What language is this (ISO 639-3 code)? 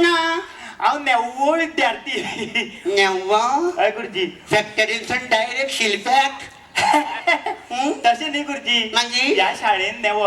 kok